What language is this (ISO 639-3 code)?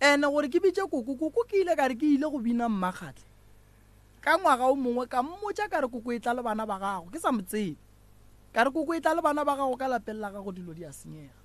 nso